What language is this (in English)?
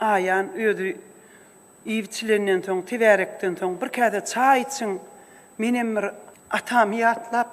Turkmen